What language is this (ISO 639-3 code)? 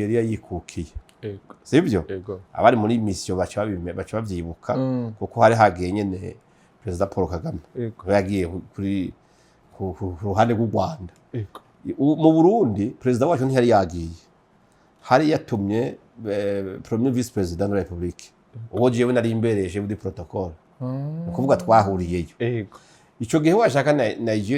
run